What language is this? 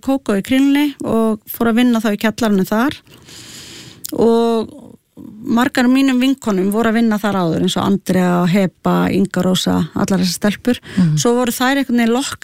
Icelandic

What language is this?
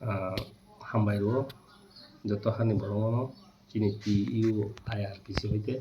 Kok Borok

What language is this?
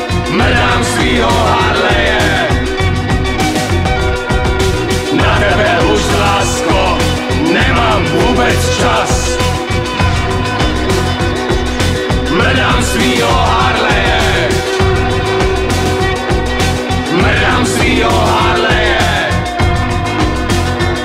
Czech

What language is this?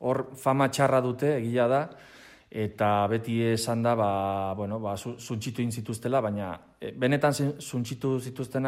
Basque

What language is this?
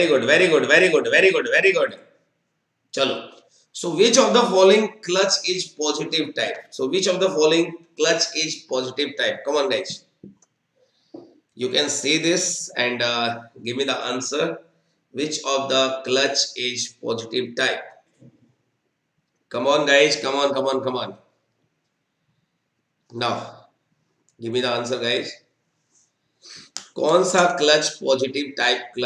Hindi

